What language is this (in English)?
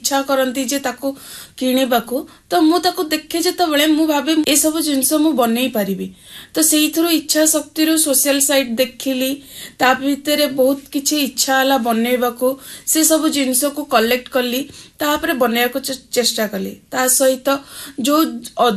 Odia